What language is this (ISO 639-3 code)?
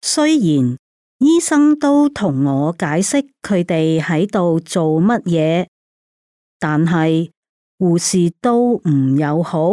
yue